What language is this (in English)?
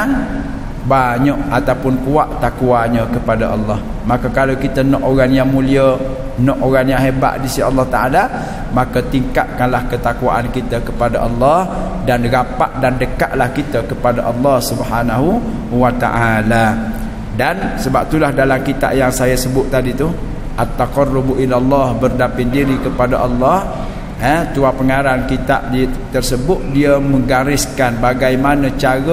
Malay